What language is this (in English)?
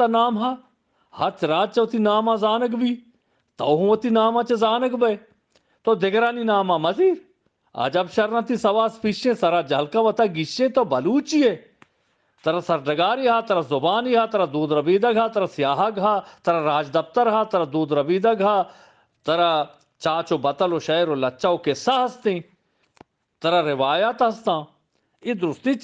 Eastern Balochi